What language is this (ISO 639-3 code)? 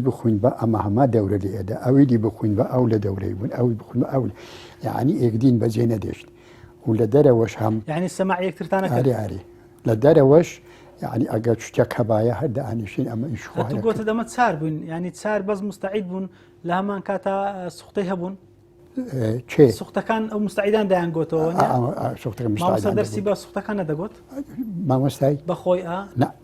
ckb